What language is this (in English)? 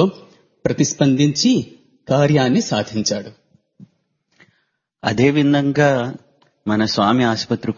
Telugu